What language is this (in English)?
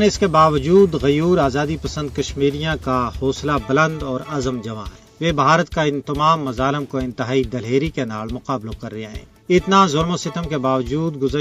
Gujari